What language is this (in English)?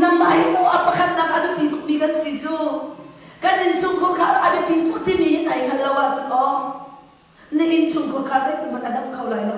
Hakha Chin